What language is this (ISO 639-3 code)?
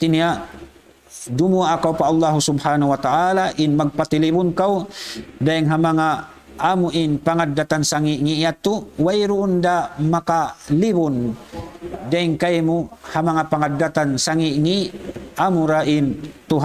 tsg